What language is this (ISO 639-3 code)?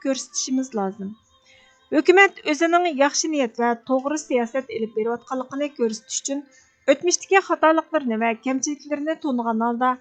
uig